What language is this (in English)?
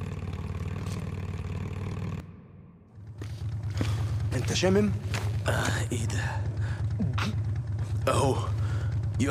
Egyptian Arabic